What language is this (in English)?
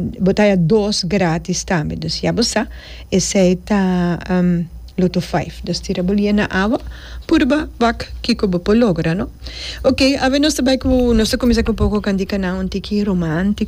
Papiamento